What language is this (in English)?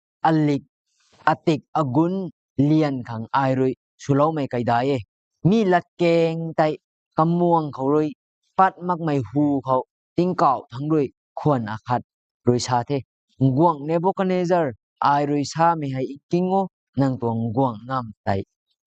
Rongmei Naga